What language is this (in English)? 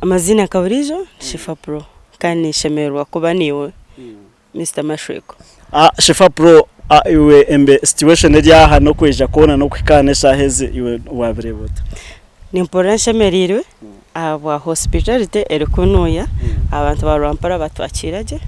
Nyankole